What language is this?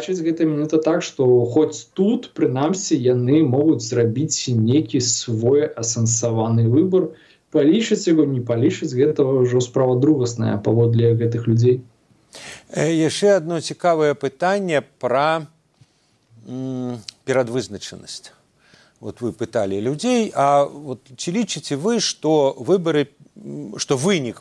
Belarusian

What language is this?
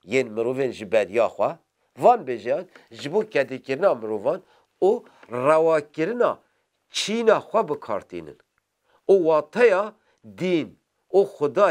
Kurdish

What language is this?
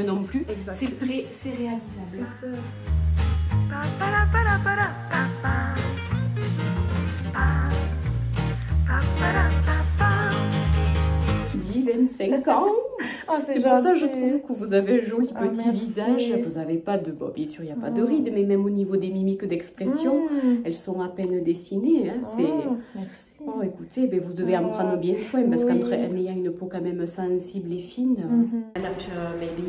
French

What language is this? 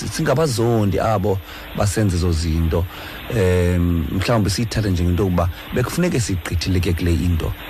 Xhosa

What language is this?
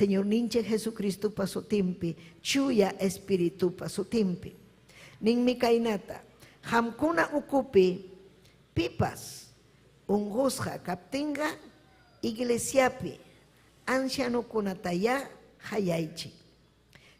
Ayacucho Quechua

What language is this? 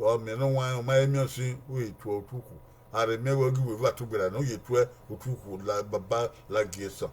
Bini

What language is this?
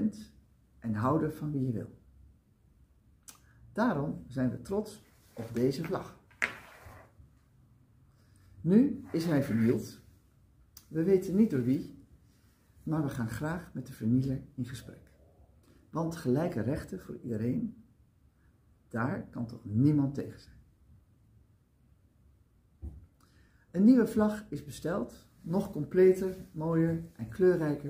Dutch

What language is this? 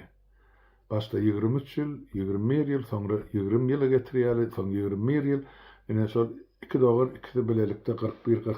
Turkmen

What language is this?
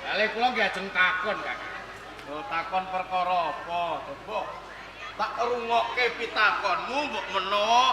Javanese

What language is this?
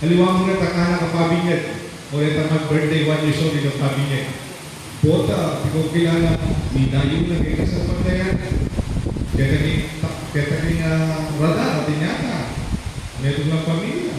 Pampanga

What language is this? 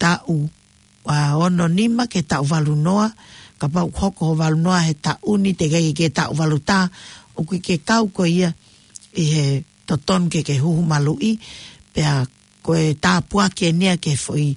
Tongan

